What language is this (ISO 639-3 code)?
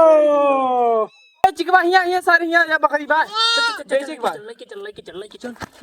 awa